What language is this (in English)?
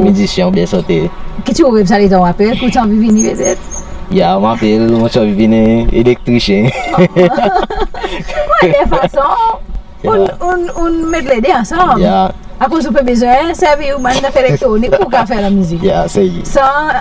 Seselwa Creole French